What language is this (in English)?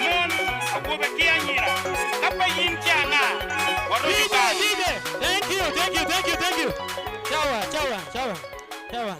Acoli